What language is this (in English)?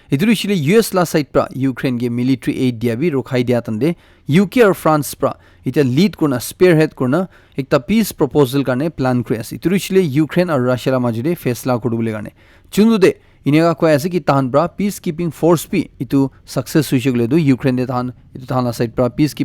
Naga Pidgin